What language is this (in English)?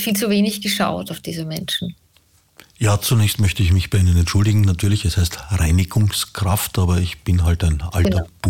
German